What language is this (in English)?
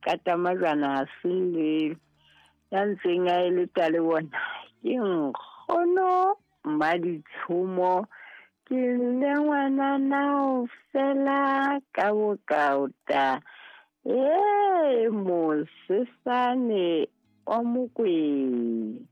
Southern Sotho